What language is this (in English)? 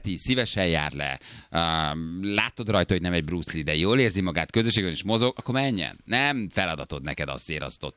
Hungarian